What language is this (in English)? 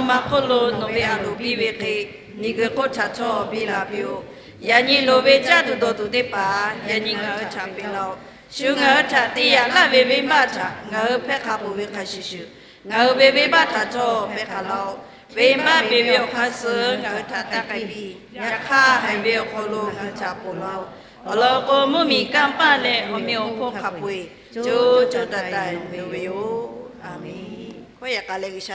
Lahu